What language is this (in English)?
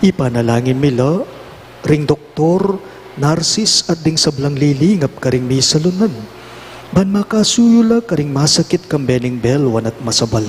Pampanga